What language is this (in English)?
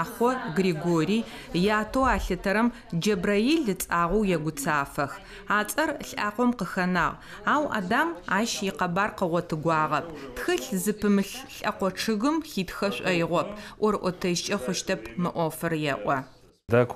Adyghe